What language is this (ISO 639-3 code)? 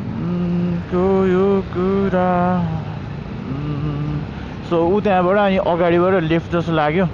nep